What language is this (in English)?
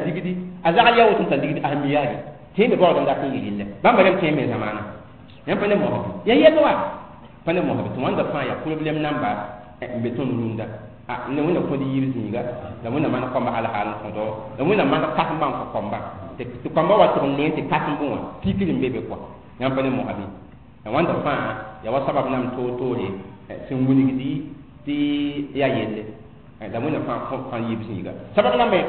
Mossi